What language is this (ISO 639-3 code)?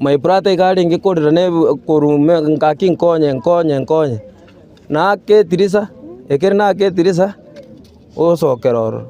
guz